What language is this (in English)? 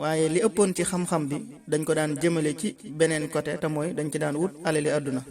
Wolof